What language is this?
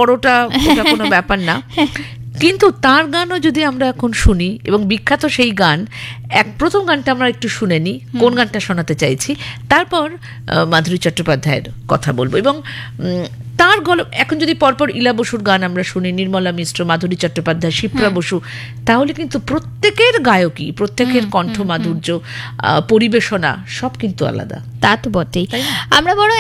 Bangla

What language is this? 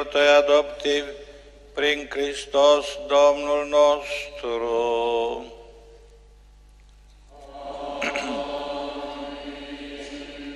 Romanian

